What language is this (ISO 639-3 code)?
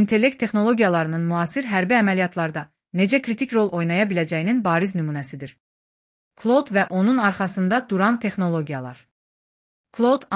aze